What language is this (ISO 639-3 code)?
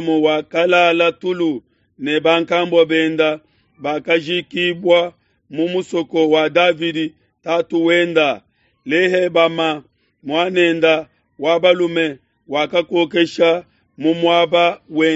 lua